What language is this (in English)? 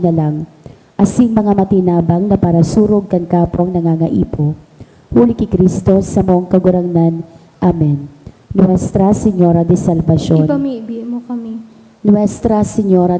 Bikol